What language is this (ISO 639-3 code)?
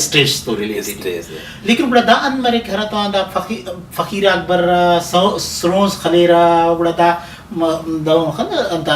brh